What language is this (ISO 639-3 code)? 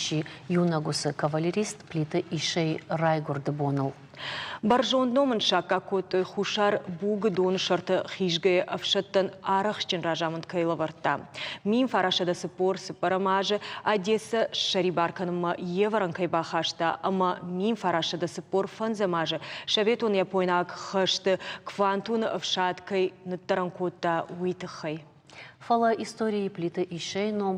oss